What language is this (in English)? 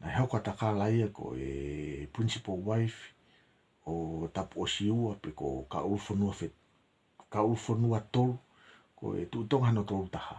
Tongan